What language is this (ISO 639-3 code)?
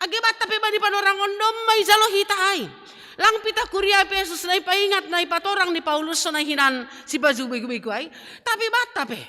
bts